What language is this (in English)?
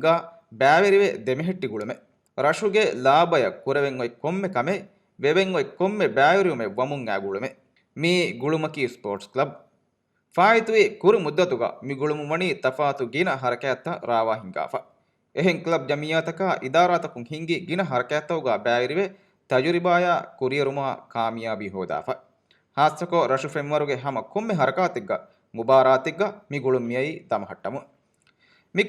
Divehi